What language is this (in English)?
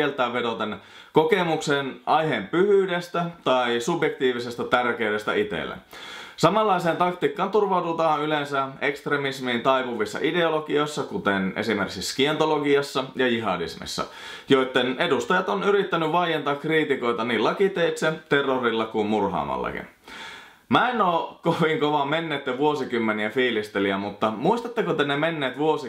Finnish